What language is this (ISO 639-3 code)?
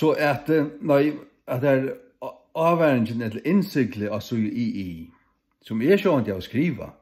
fao